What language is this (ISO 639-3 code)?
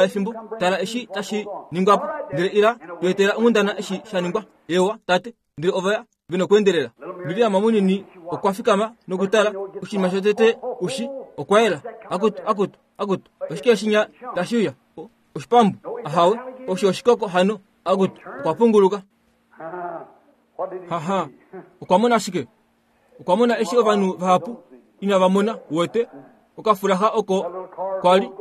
kua